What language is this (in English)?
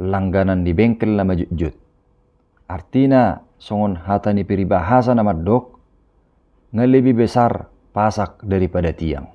Batak Toba